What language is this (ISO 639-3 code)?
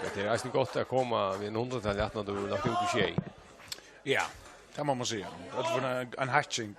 fao